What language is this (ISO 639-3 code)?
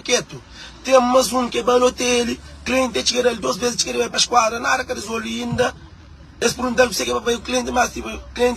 kea